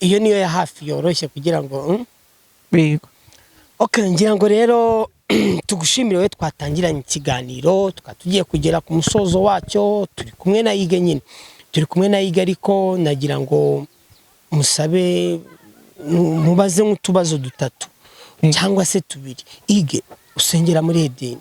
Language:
Kinyarwanda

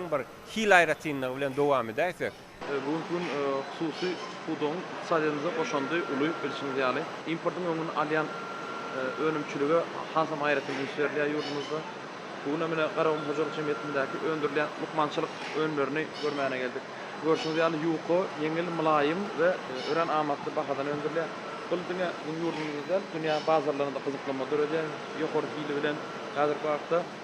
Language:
Turkmen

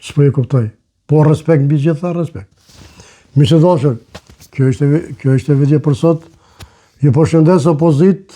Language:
Albanian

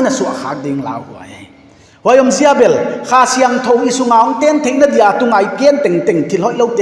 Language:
Paite Chin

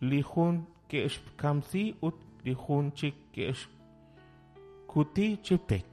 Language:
Kekchí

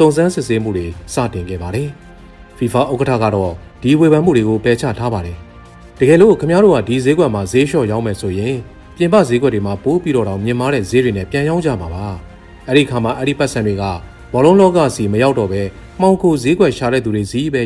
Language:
Burmese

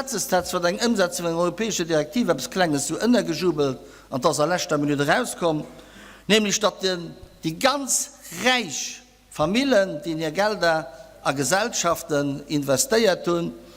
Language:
Luxembourgish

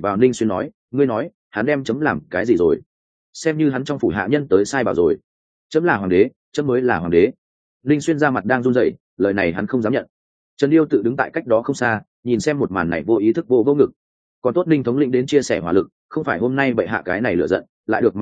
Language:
Vietnamese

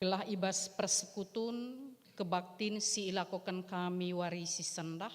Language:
Batak Karo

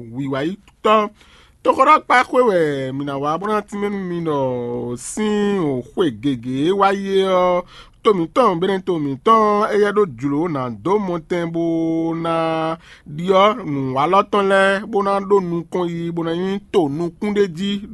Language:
Fon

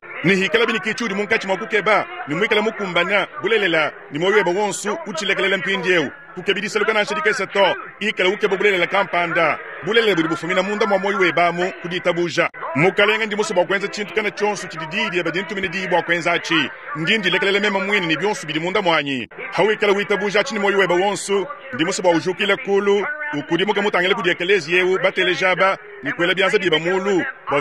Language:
Luba-Lulua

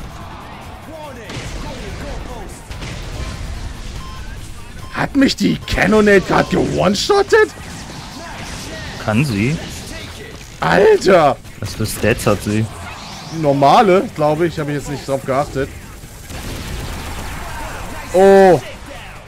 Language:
German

